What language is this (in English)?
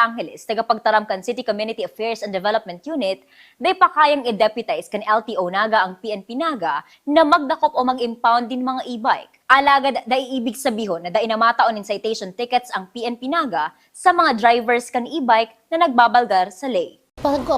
Bikol